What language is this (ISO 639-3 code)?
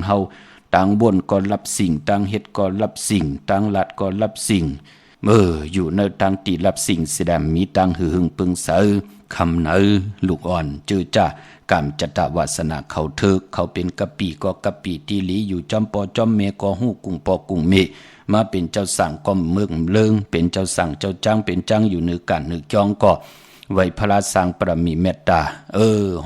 shn